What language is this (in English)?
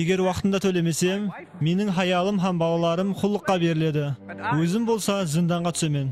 Kara-Kalpak